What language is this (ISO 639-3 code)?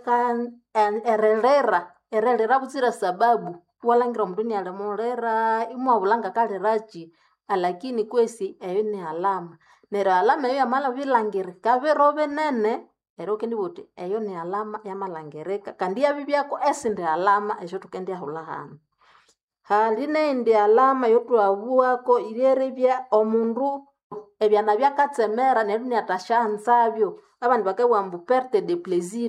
nnb